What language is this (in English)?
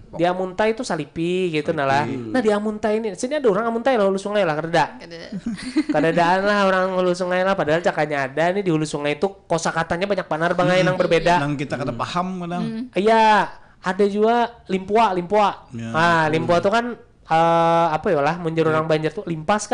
Banjar